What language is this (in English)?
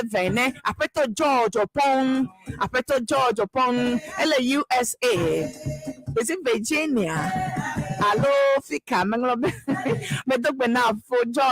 Ewe